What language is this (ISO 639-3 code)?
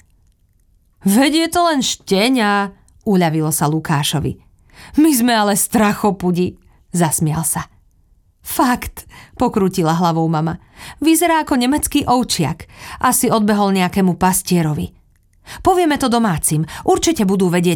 slk